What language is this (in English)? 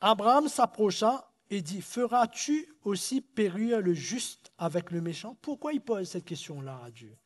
Morisyen